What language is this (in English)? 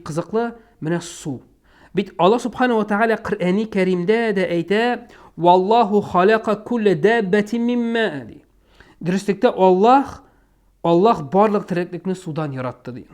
Tatar